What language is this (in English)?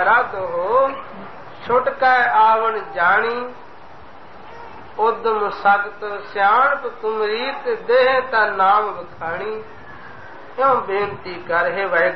Punjabi